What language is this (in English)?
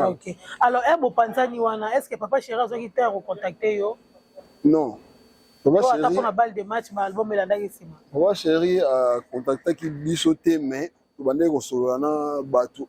Lingala